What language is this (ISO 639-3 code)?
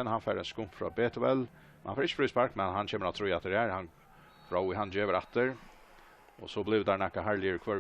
fao